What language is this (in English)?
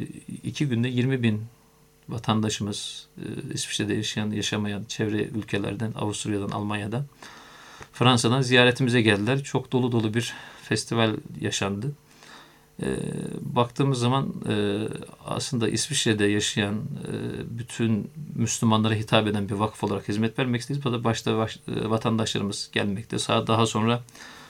Turkish